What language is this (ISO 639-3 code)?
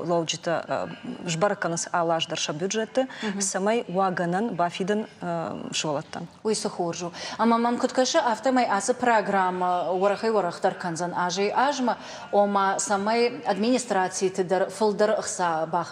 oss